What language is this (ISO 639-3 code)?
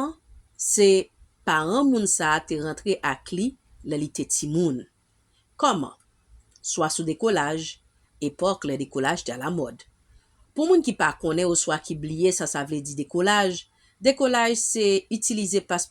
hat